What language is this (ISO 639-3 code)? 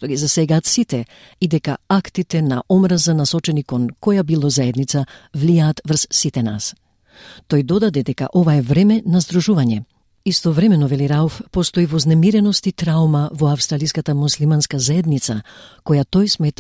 mkd